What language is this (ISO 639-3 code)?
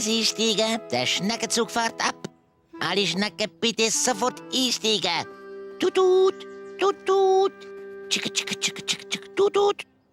gsw